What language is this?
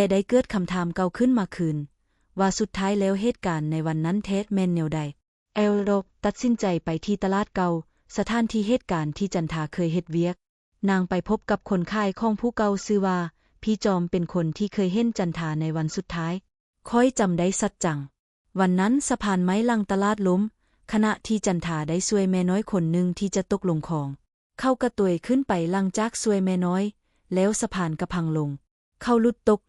Lao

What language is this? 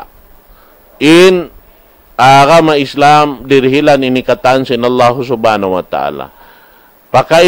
Tausug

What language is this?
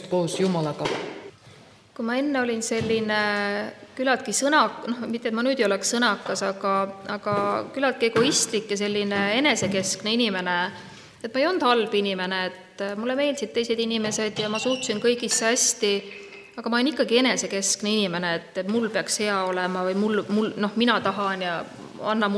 Estonian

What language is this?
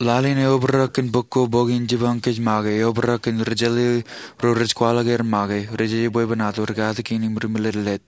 Marshallese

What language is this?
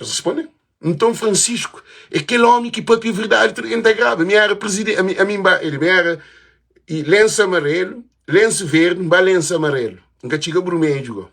Kabuverdianu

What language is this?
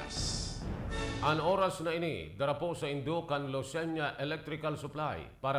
Bikol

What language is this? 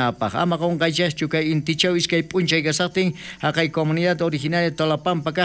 South Bolivian Quechua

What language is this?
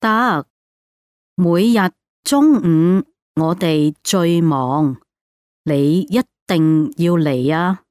Cantonese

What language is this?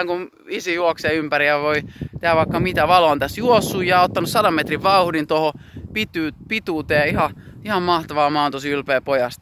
Finnish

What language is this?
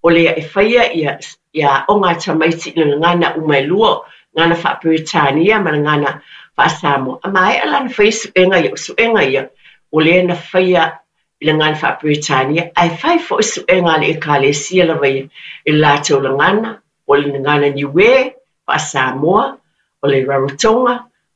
Samoan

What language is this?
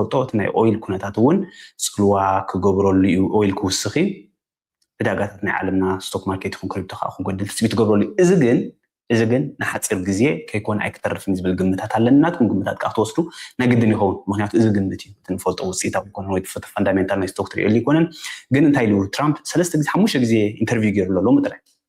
Tigrinya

